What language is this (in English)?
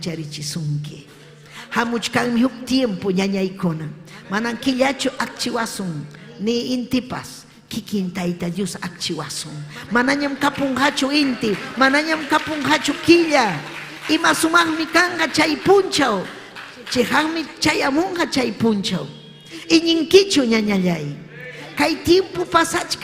Ayacucho Quechua